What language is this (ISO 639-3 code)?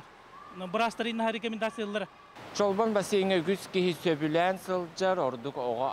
sah